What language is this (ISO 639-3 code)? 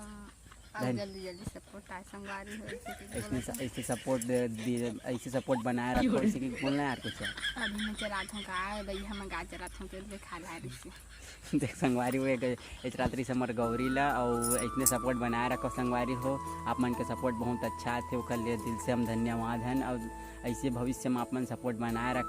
hne